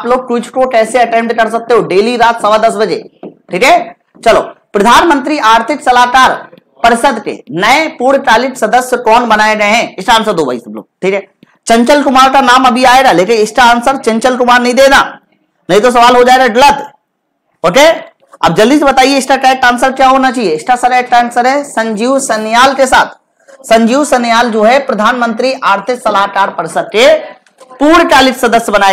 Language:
Hindi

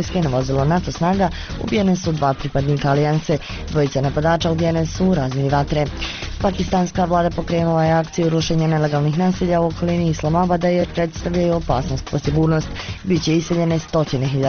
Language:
Bosnian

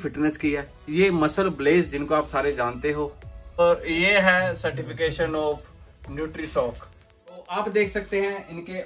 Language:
Hindi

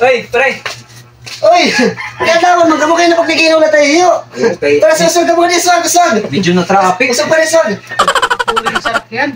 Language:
Waray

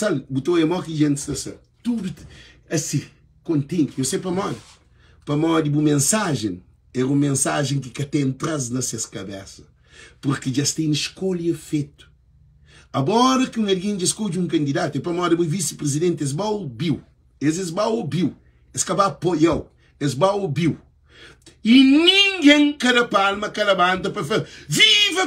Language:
Kabuverdianu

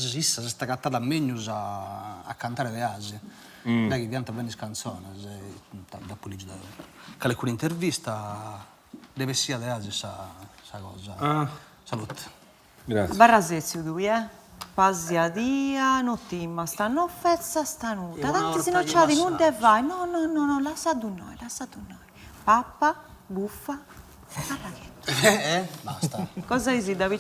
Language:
Sardinian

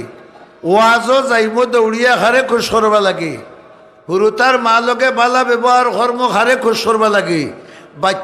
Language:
Sylheti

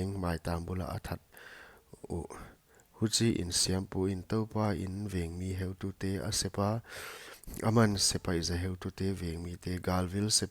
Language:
Paite Chin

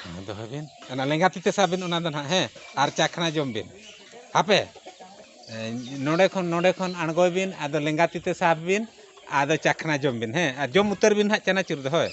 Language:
Santali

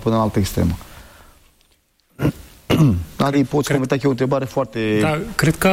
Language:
Romanian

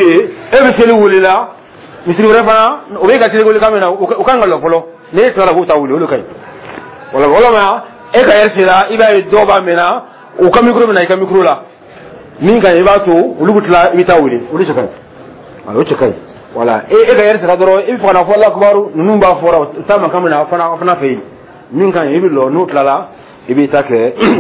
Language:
Dyula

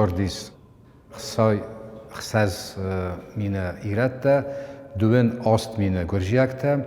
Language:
Ossetic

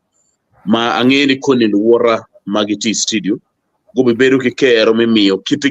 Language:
Acoli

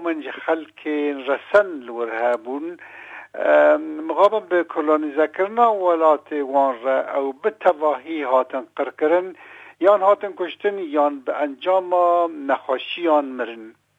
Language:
Kurdish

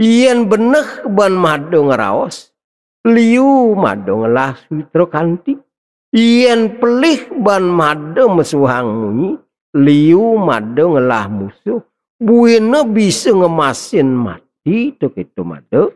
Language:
Balinese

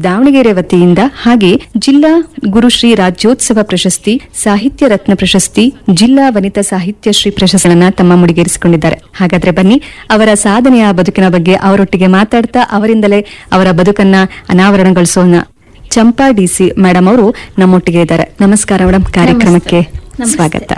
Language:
Kannada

